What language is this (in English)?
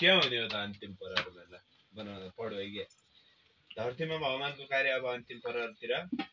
Nepali